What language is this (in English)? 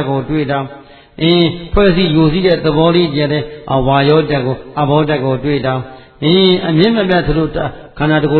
Burmese